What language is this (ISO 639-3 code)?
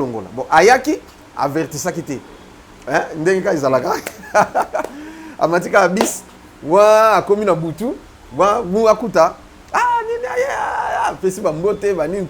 lin